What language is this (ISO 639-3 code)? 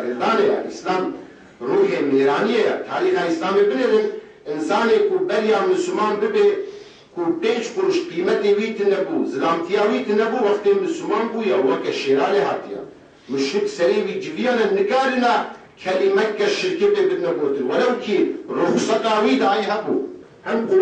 kur